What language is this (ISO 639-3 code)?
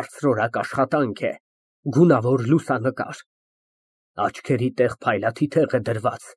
hye